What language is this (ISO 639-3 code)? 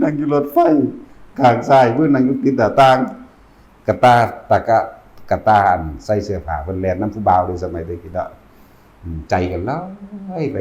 tts